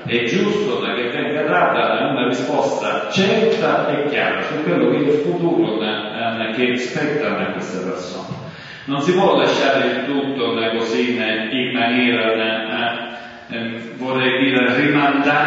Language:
Italian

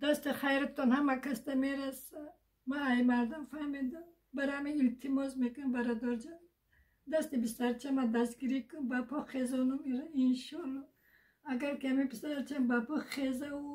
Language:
Tajik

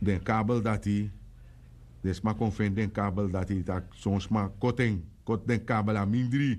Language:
Sranan Tongo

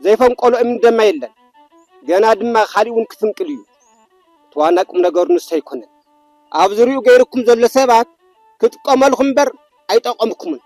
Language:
Tigrinya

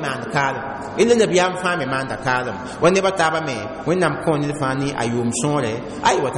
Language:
Mossi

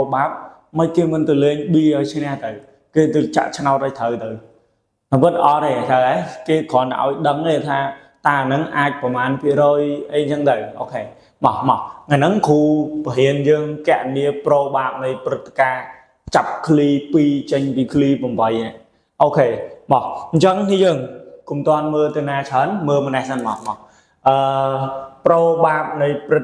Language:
Khmer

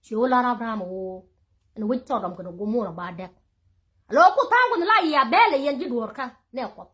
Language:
Nuer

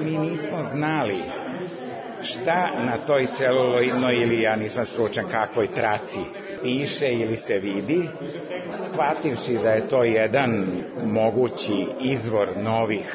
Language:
Serbian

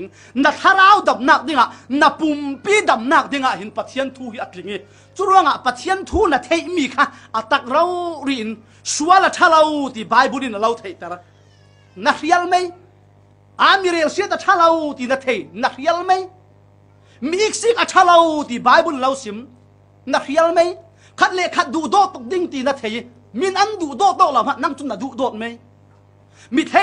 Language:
Falam Chin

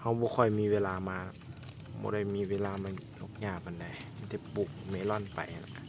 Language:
Lao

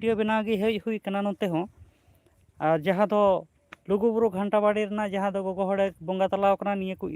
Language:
Santali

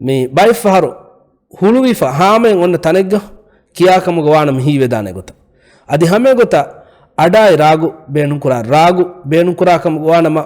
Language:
Divehi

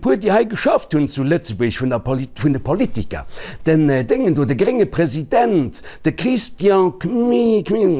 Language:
Luxembourgish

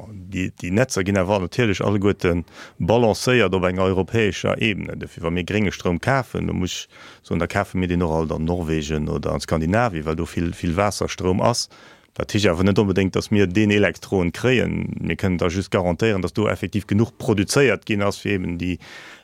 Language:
Luxembourgish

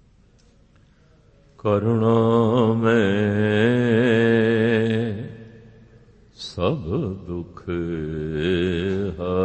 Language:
Punjabi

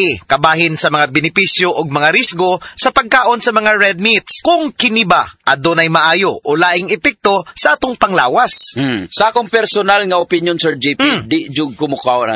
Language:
Cebuano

